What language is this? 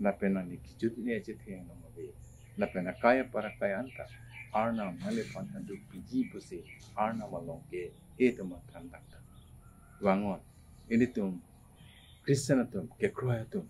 Karbi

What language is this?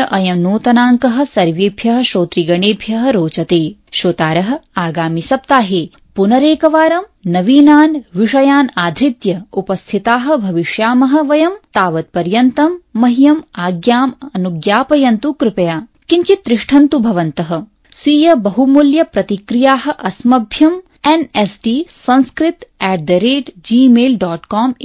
Sanskrit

